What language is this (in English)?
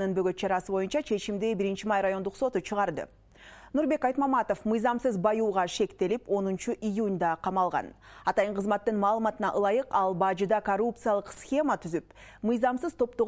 Kyrgyz